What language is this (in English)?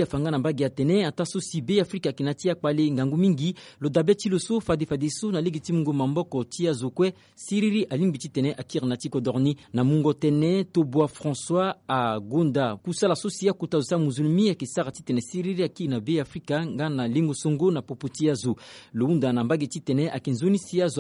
Sango